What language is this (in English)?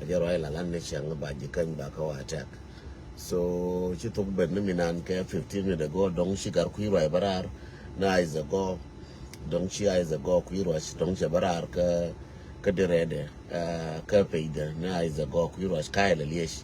Nuer